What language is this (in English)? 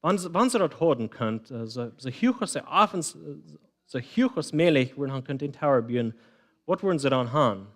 Plautdietsch